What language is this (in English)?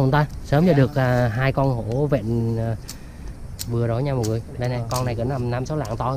Vietnamese